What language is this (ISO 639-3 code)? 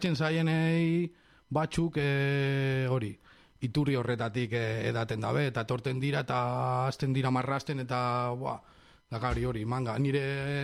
eus